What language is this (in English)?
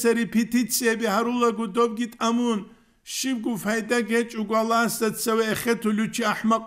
Avaric